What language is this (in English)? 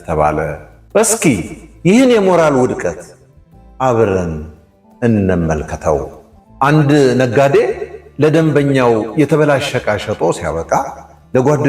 Amharic